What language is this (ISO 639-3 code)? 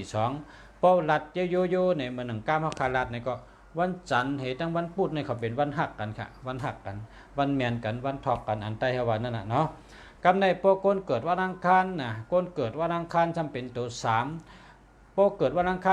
shn